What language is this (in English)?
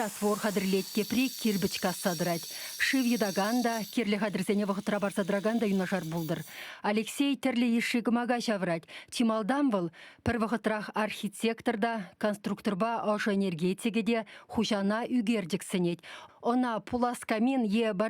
Chuvash